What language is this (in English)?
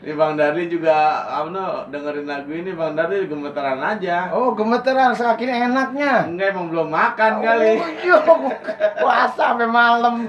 Betawi